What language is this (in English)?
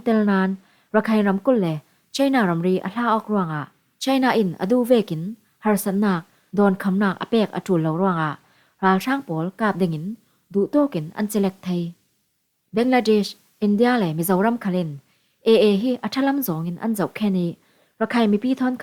Falam Chin